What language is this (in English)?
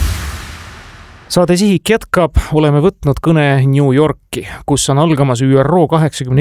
Estonian